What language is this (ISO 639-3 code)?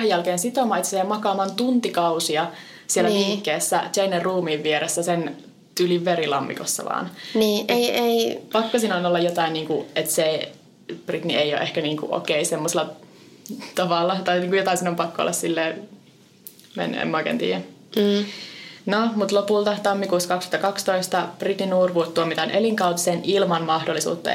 fin